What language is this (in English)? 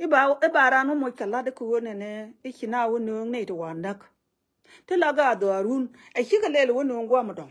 Nuer